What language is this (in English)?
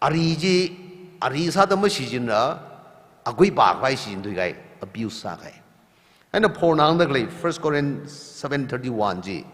Tangkhul Naga (India)